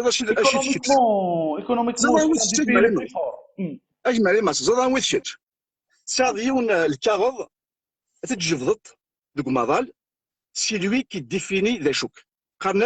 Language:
Kabyle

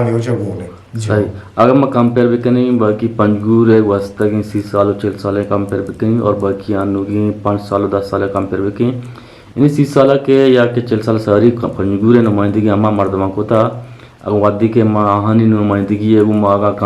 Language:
Eastern Balochi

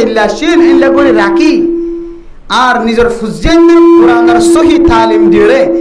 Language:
Rohingya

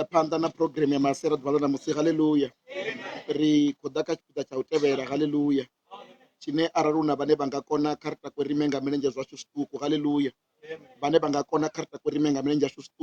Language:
Venda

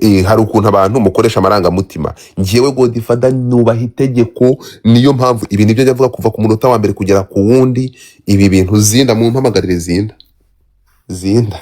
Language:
Kinyarwanda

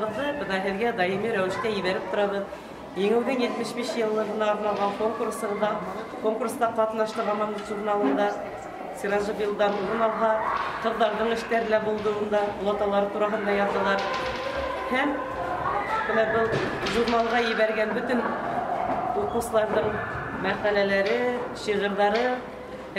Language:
Bashkir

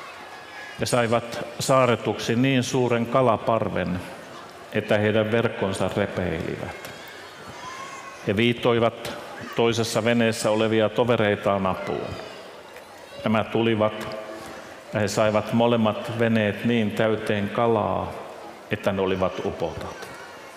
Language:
Finnish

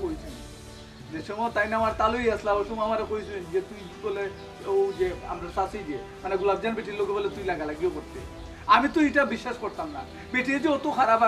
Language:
Sylheti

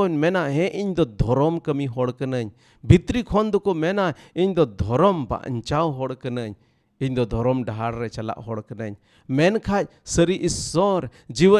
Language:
Santali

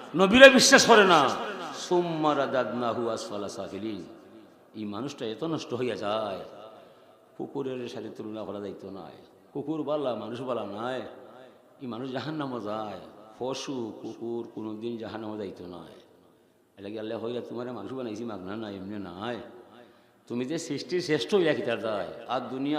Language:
Sylheti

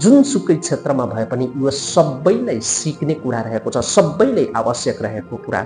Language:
Nepali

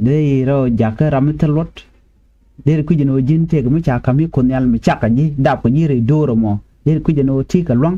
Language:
Nuer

